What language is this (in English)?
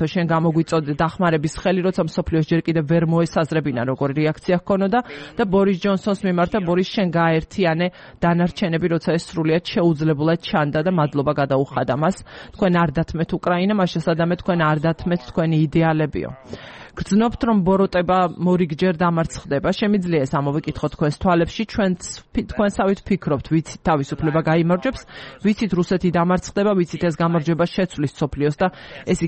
Georgian